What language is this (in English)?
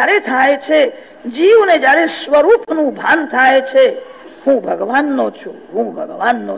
Gujarati